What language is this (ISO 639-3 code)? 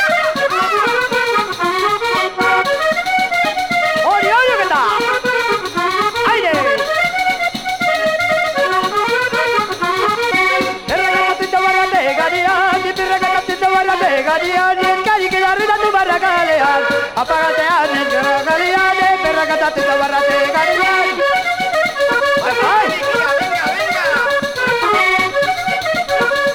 eus